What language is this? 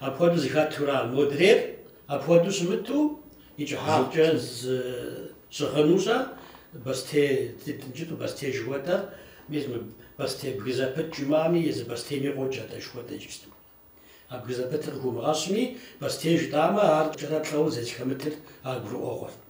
Kabardian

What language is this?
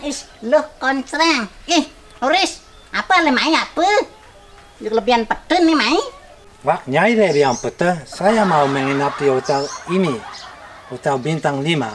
Balinese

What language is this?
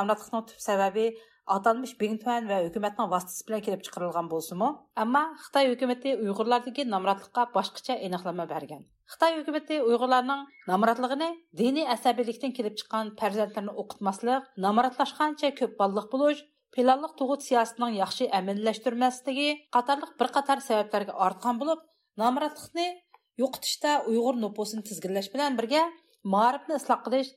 Uyghur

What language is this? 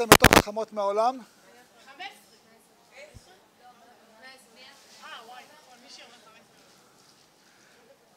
Hebrew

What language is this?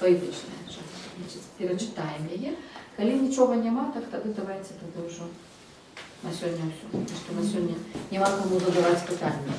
Belarusian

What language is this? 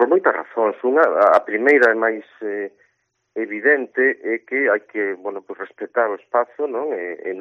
Galician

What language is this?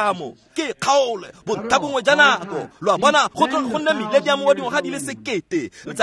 Tswana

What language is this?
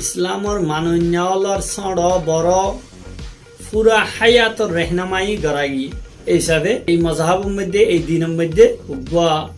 Rohingya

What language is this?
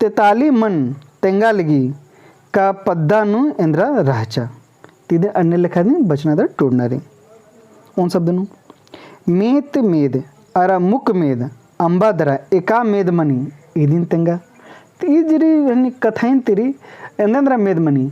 Kurukh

